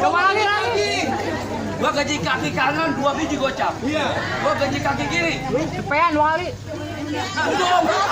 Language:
Betawi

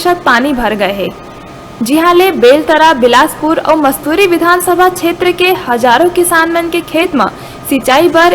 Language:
Chhattisgarhi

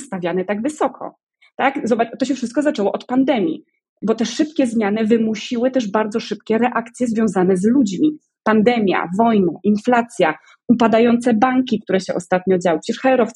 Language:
Polish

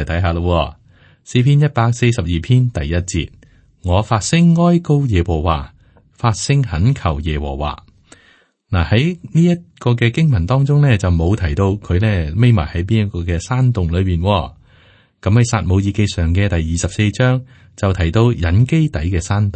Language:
Cantonese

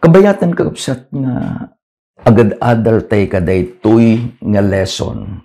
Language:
Iloko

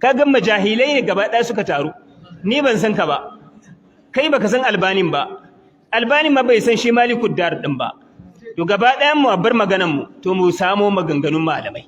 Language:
Hausa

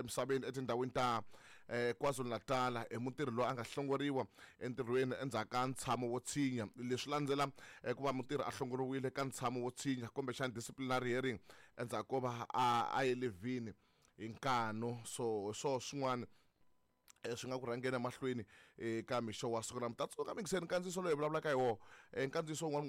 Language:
Tsonga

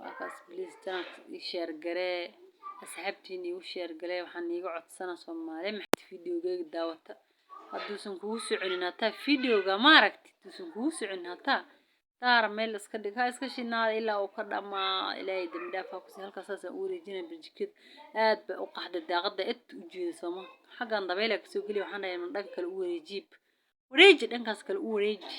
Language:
Somali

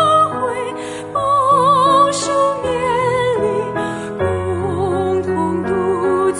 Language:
Chinese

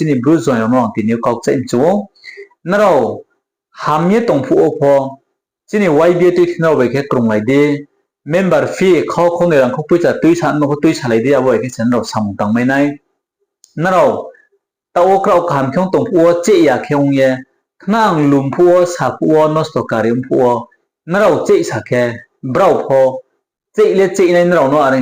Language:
Riang (India)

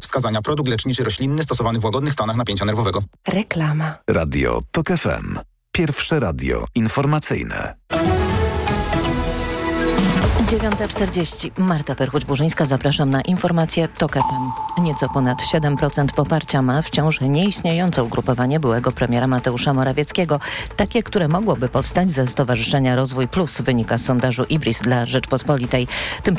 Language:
Polish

